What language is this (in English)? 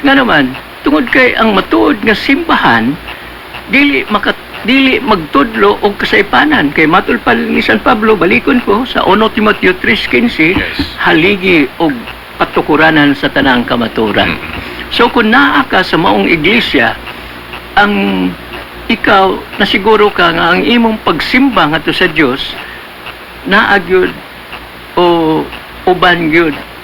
Cebuano